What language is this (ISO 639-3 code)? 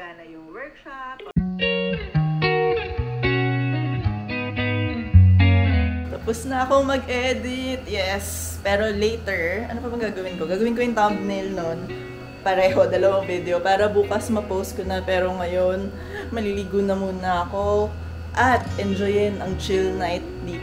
fil